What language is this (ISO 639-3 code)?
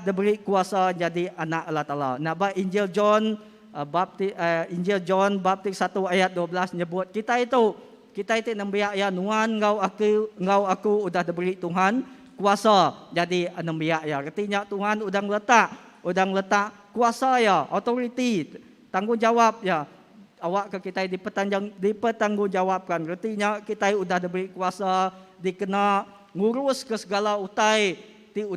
iba